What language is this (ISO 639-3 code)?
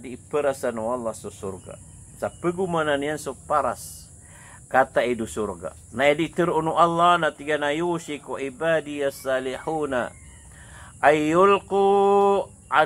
mrw